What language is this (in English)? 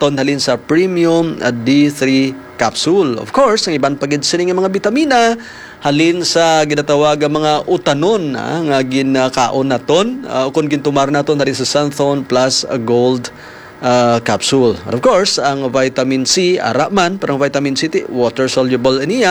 Hiligaynon